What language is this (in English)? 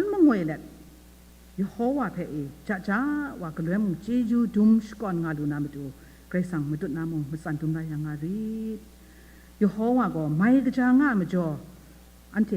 Kachin